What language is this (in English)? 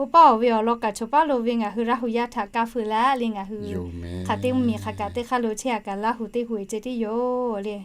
Lahu